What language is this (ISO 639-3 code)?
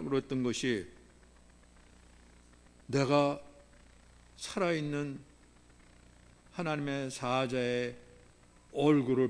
kor